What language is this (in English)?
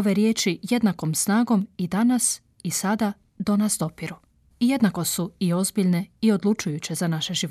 Croatian